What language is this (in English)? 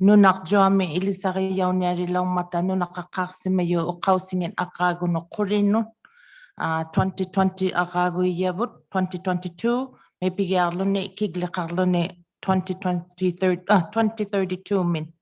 Inuktitut